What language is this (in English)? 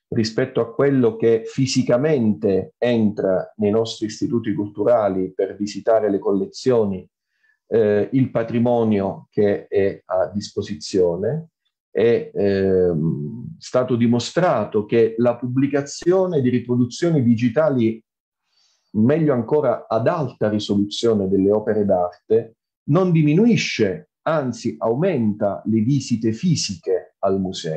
Italian